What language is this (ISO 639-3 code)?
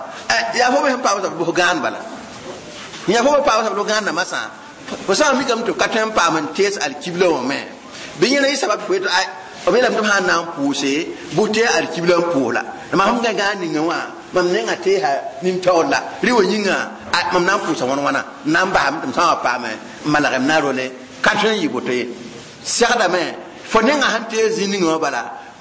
mos